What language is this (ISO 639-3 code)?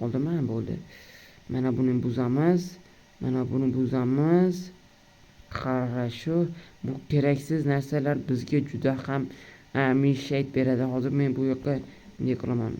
uzb